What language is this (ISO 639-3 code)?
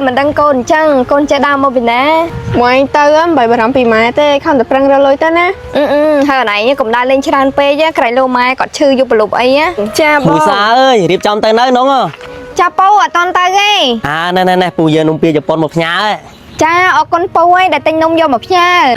khm